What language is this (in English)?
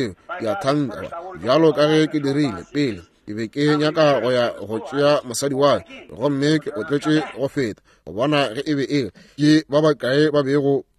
Northern Sotho